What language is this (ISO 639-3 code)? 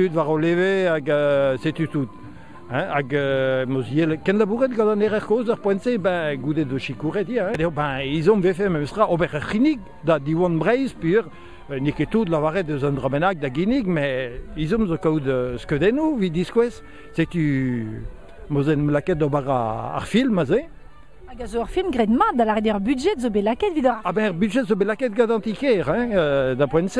bre